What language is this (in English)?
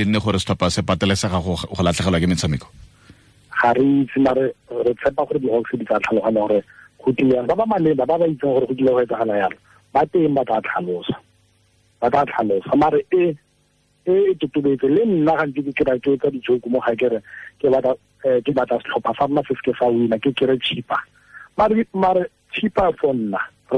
Tswana